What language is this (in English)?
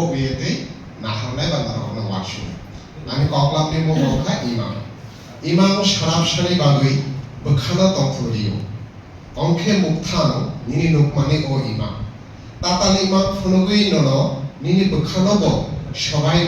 Kok Borok